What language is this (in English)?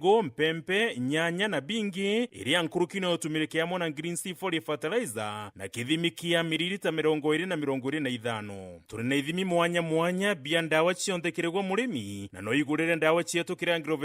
Meru